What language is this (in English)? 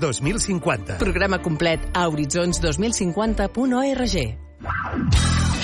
Catalan